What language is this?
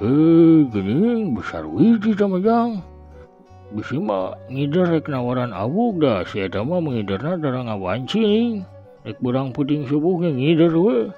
Sundanese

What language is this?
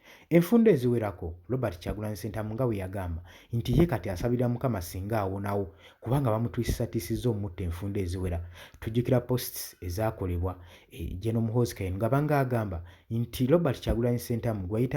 Ganda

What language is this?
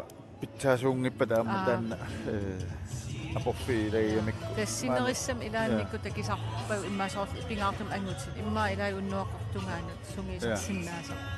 Kalaallisut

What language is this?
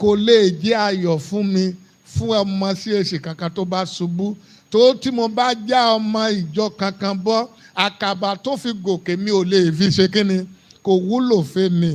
Yoruba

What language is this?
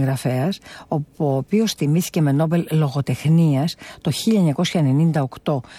Greek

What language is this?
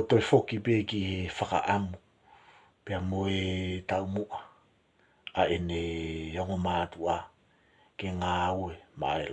Tongan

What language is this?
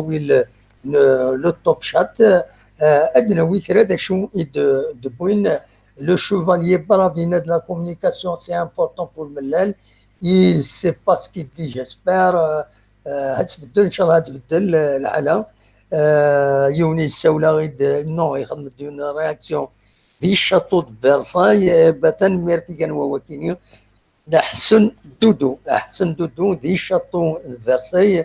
Kabyle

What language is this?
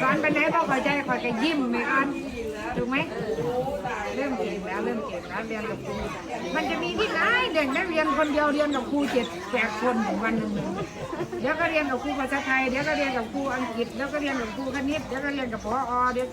Northeastern Thai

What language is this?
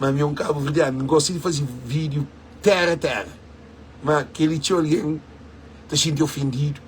Kabuverdianu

